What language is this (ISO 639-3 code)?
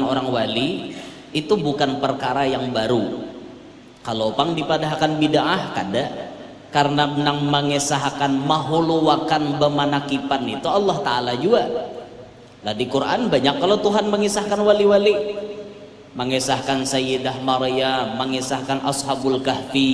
bjn